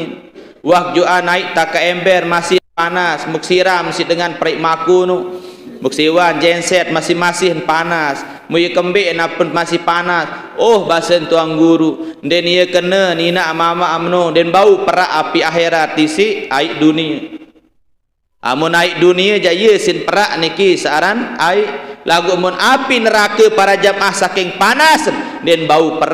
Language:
Sasak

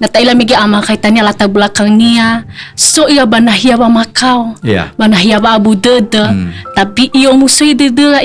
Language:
Nias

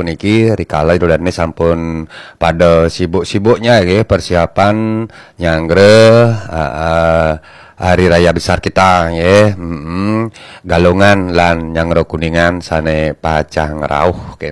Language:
Balinese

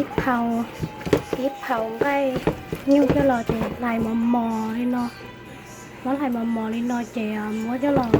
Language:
Hmong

